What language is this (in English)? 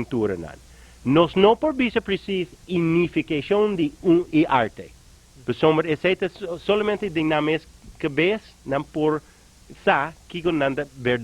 Papiamento